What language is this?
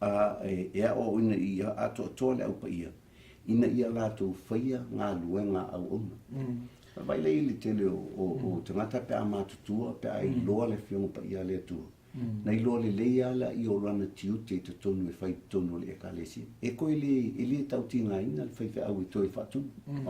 Samoan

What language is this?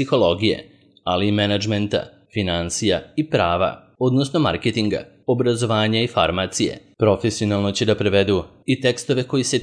Serbian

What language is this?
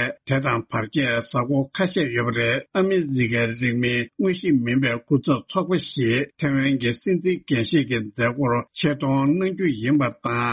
Tibetan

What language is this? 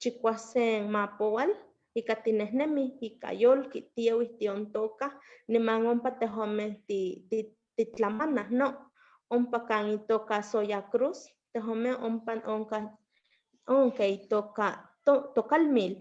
Eastern Huasteca Nahuatl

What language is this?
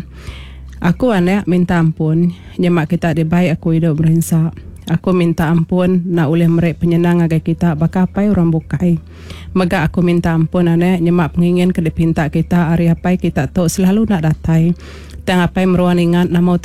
Iban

